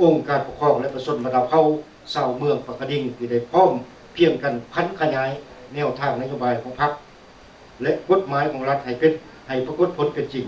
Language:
Lao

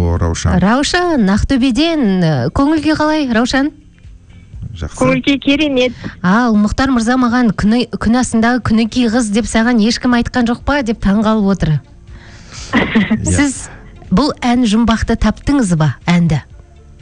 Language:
Kazakh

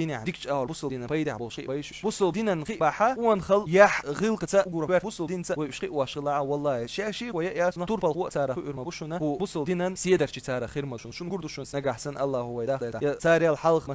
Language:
Chechen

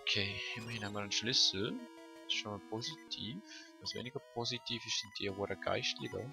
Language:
Swiss German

